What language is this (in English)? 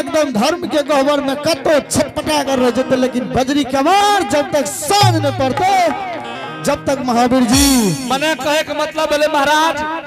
Angika